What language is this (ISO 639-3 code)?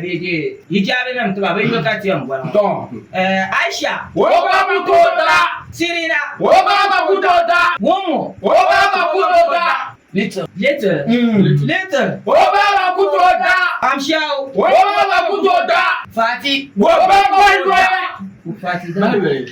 dag